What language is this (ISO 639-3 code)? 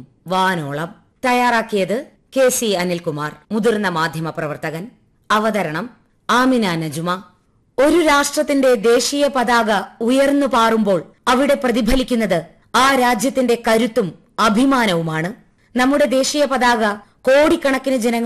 mal